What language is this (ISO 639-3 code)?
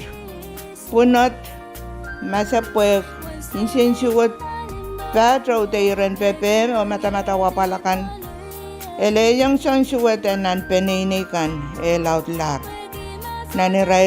pon